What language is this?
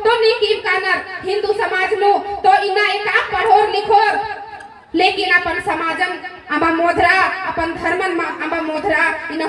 Kurukh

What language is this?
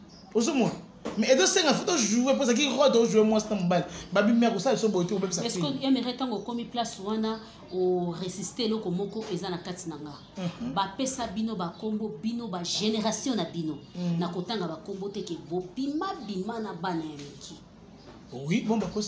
Lingala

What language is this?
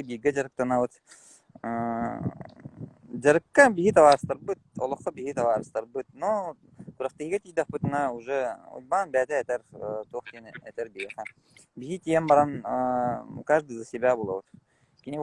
Yakut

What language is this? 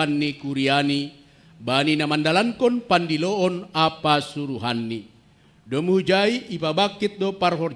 Batak Simalungun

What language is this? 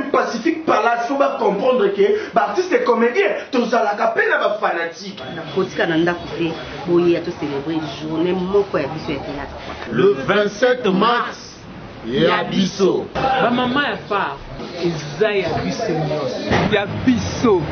Lingala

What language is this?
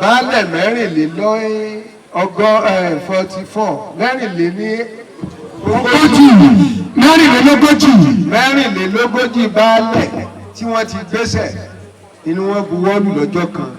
Yoruba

